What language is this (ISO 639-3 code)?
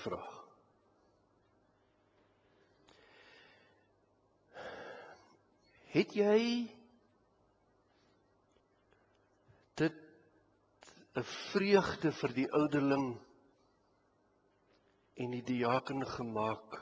afr